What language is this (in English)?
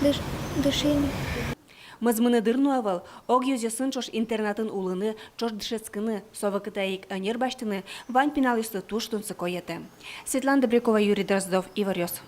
Udmurt